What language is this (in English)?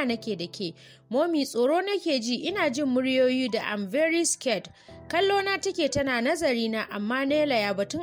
Hausa